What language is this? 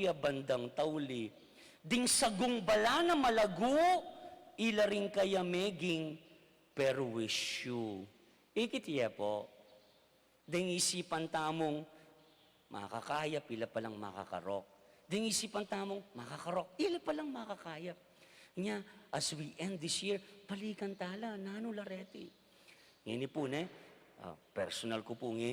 Pampanga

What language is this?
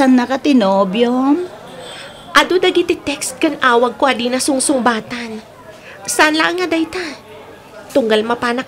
Iloko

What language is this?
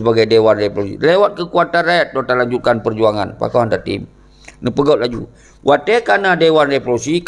Achinese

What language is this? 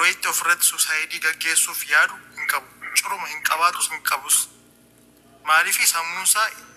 Oromo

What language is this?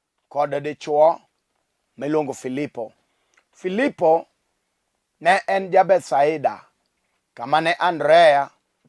Luo (Kenya and Tanzania)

